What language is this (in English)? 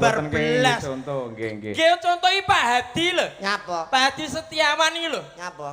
Javanese